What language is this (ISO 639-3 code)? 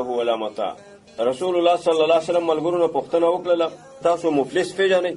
pus